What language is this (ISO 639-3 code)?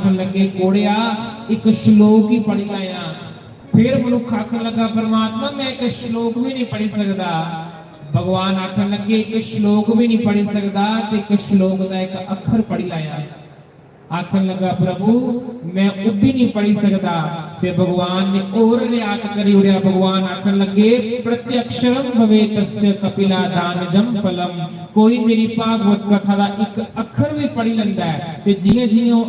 doi